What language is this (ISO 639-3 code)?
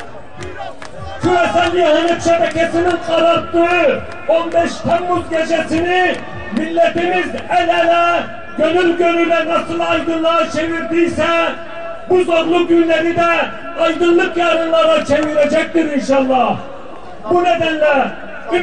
tur